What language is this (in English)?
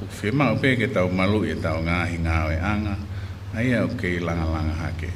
Tongan